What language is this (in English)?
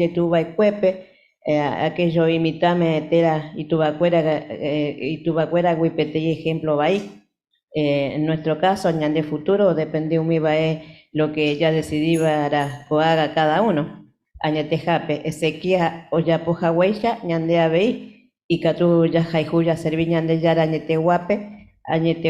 Guarani